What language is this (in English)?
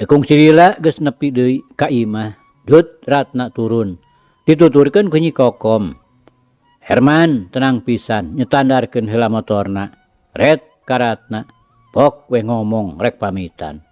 Sundanese